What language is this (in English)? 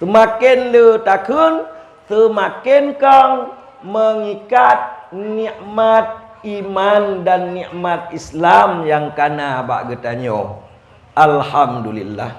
Achinese